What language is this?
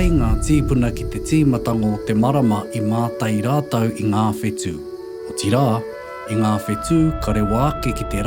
Māori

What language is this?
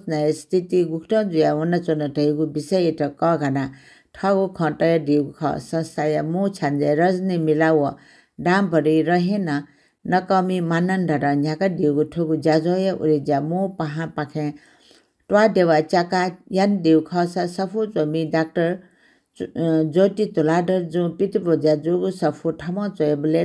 Newari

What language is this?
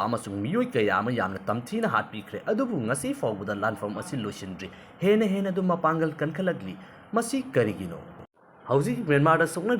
Manipuri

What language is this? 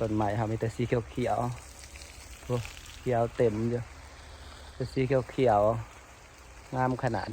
Northeastern Thai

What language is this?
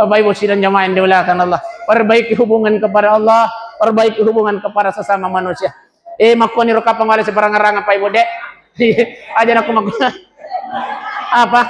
Buginese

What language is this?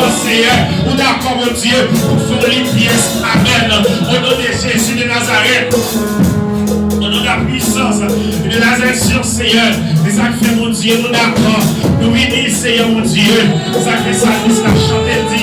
Haitian Creole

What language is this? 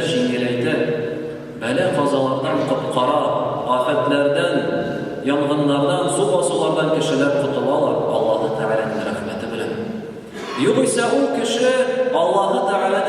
Tatar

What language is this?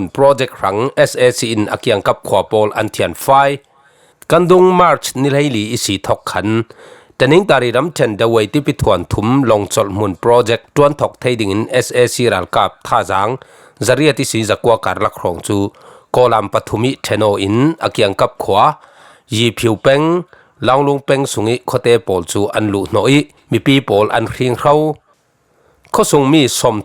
Falam Chin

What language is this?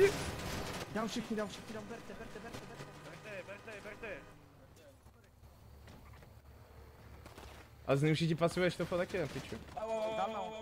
Czech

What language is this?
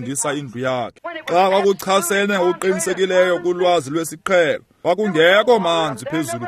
Xhosa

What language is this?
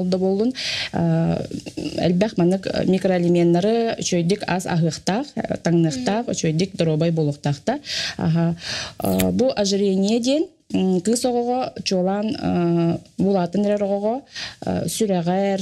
Yakut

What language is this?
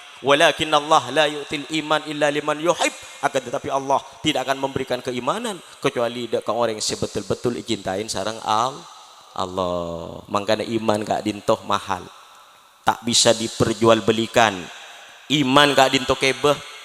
Madurese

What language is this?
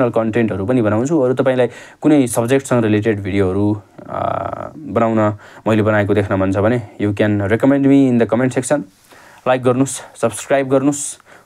Nepali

